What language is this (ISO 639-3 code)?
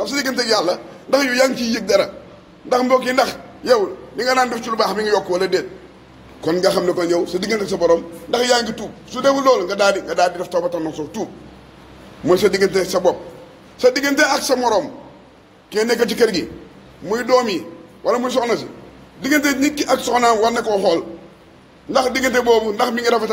wol